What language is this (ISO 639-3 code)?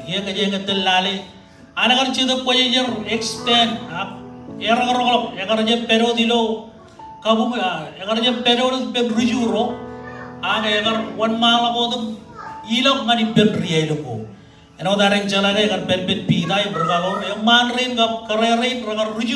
mah